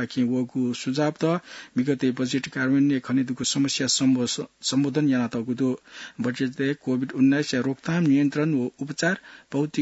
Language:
Newari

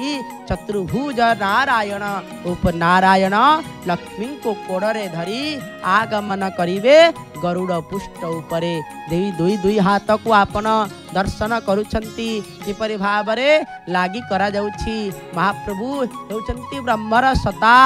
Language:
Odia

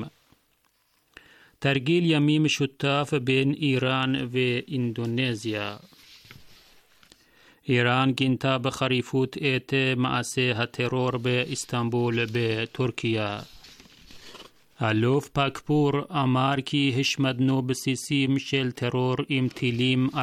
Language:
Hebrew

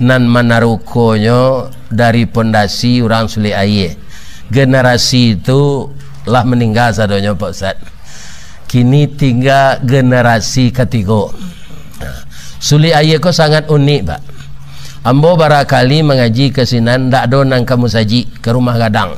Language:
Minangkabau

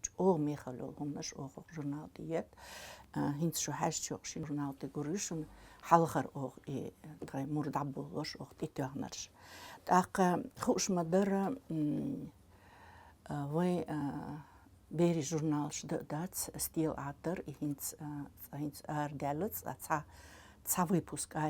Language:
Chechen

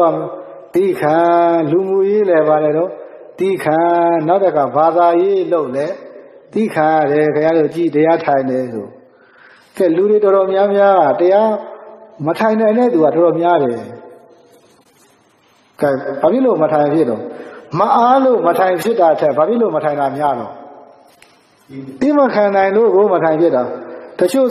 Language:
Burmese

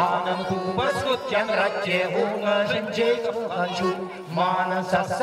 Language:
Chuvash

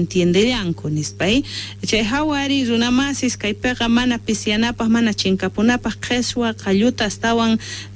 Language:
South Bolivian Quechua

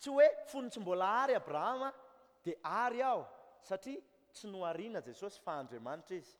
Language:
Malagasy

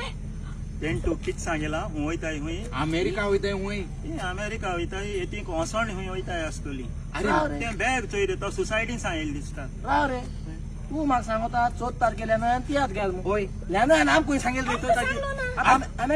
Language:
Konkani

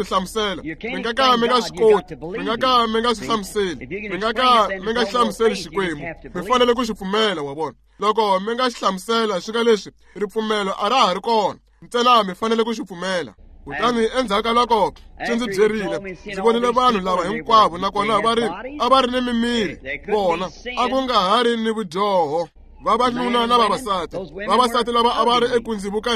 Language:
Tsonga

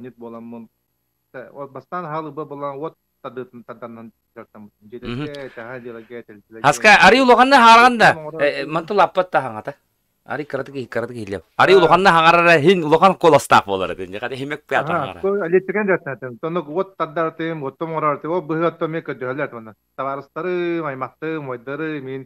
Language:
Yakut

